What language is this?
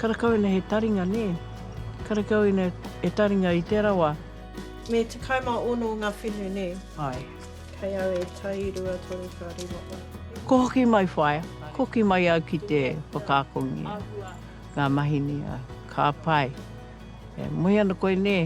Māori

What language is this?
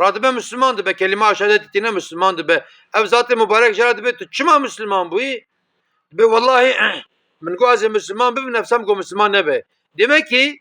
Kurdish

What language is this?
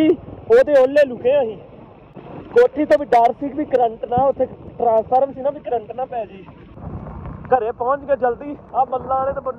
Punjabi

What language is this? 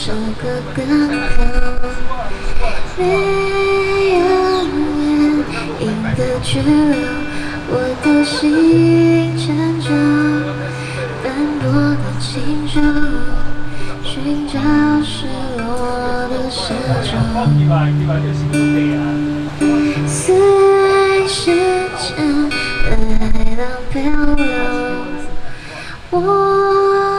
Chinese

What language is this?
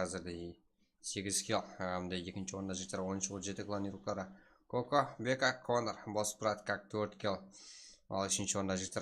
Kara-Kalpak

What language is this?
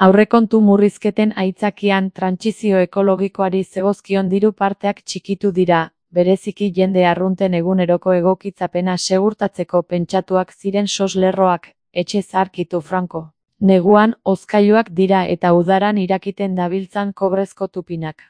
Basque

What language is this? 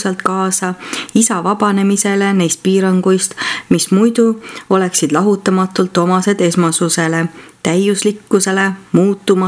Estonian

